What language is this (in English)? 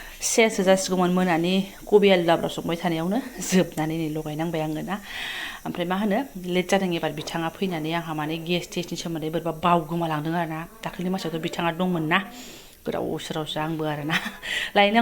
Bodo